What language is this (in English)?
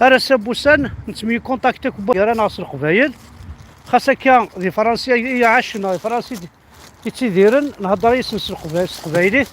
Kabyle